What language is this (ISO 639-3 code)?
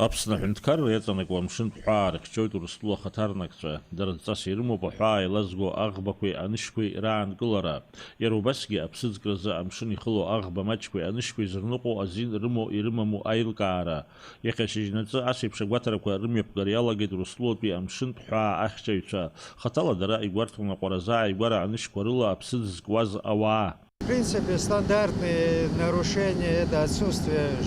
abk